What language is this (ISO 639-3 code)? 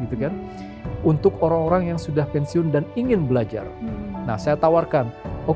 ind